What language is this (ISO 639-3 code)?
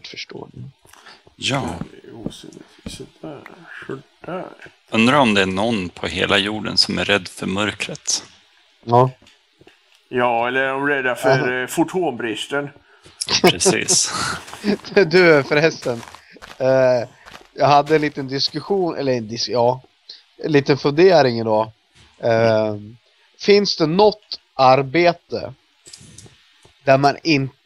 swe